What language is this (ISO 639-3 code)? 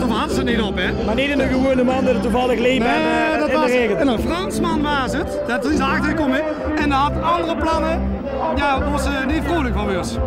lim